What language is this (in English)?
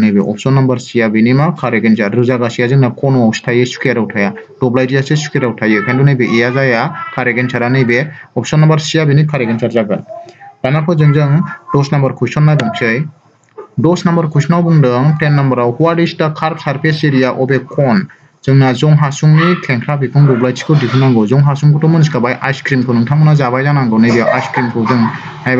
Bodo